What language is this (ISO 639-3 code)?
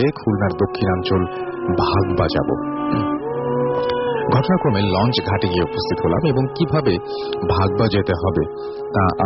ben